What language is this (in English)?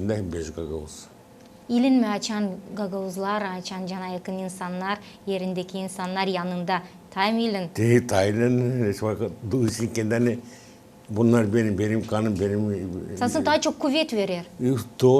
Gagauz